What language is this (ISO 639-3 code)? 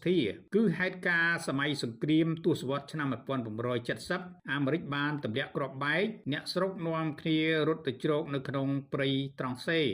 khm